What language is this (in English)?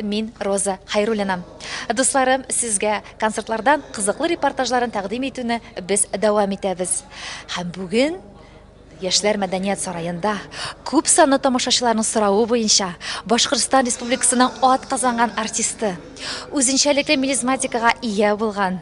Tatar